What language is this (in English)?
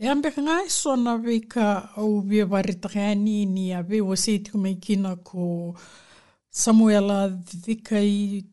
Fijian